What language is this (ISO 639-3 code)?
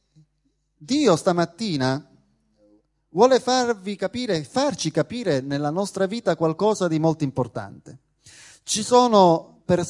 ita